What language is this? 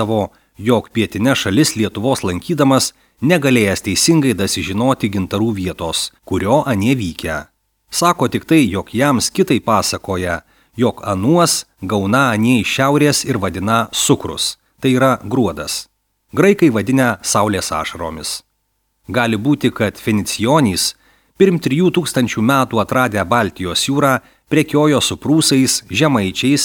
Lithuanian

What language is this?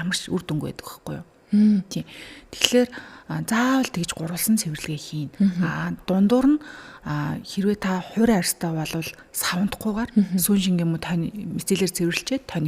Mongolian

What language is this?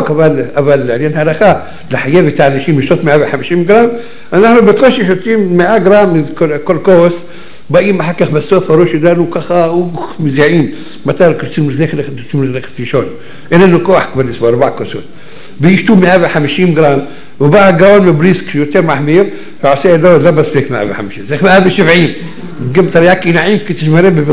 Hebrew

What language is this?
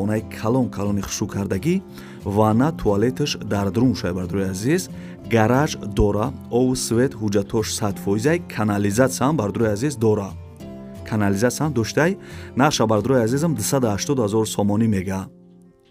Tajik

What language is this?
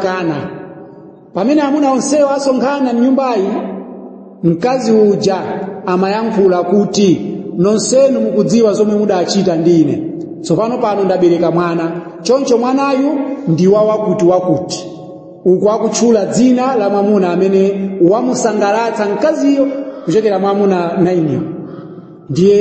Nyanja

